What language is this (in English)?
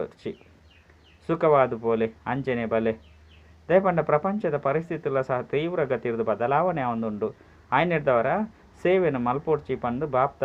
Tulu